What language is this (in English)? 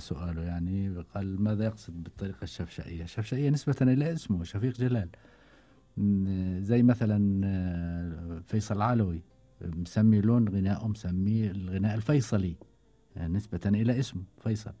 Gulf Arabic